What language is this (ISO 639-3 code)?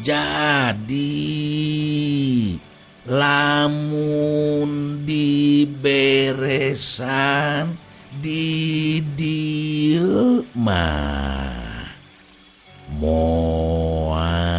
sun